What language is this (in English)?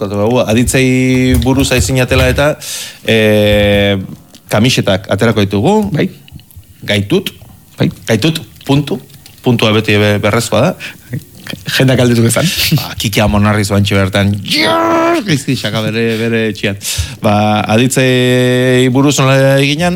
Basque